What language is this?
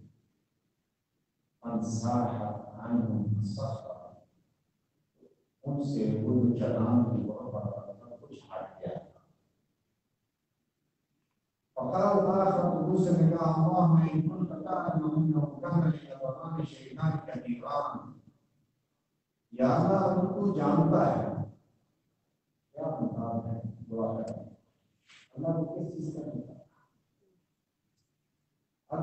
Urdu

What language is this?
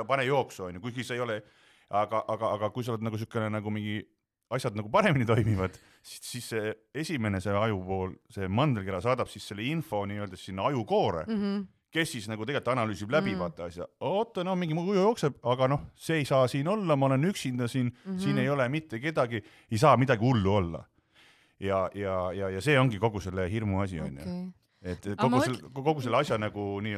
Estonian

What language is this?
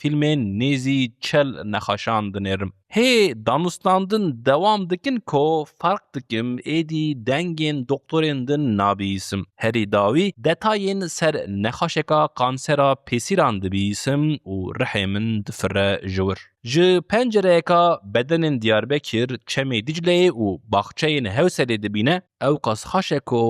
Kurdish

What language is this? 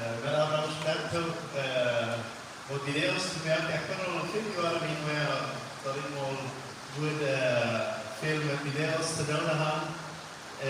Plautdietsch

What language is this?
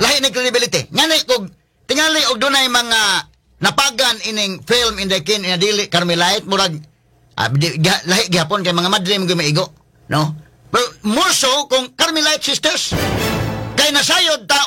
Cebuano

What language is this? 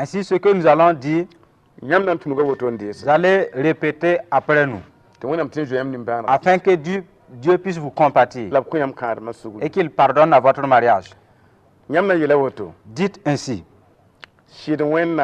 Mossi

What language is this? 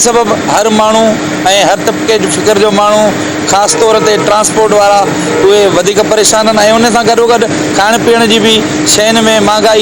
Sindhi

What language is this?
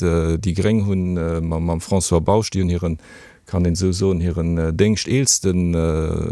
Luxembourgish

